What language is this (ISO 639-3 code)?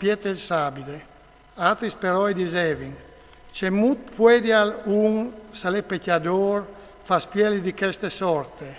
fur